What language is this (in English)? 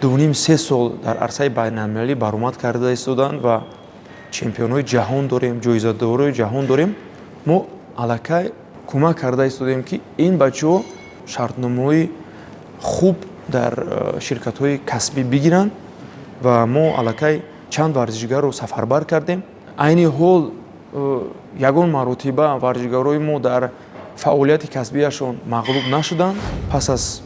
Tajik